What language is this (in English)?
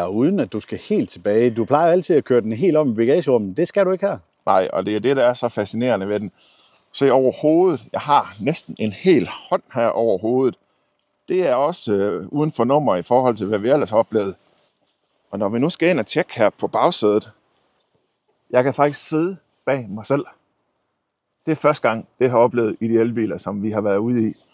Danish